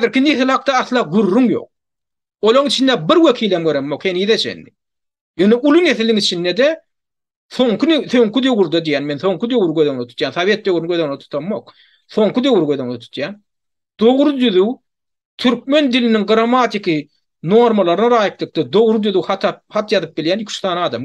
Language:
Turkmen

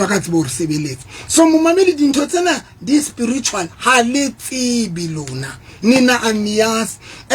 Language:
Southern Sotho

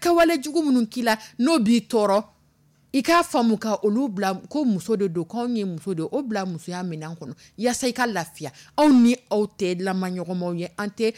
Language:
Dyula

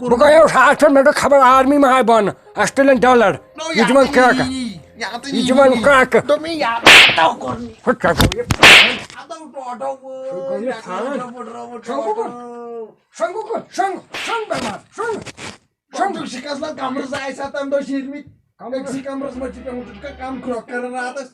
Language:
Kashmiri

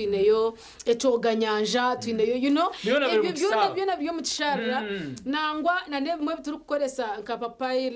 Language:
Nyankole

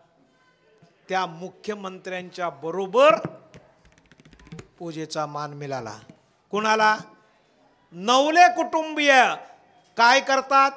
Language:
Marathi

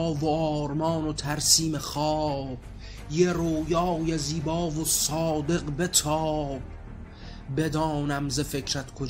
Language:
Persian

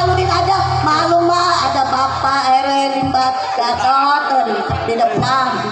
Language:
Betawi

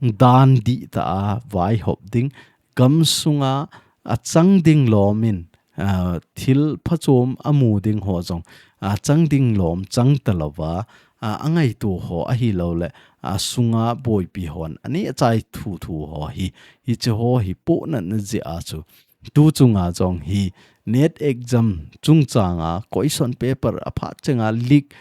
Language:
Thado Chin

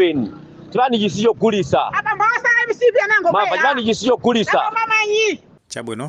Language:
Nyanja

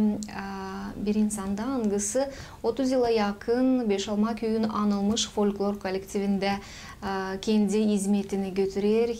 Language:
Gagauz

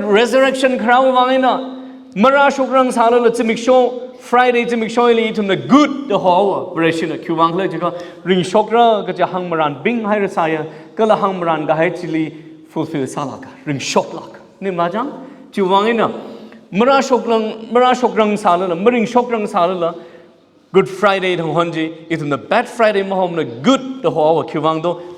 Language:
Tangkhul Naga (India)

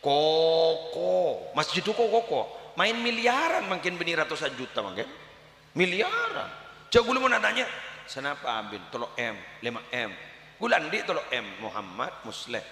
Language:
Madurese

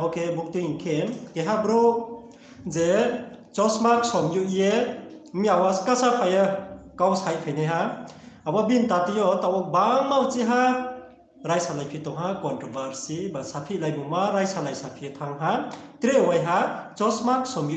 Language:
Riang (India)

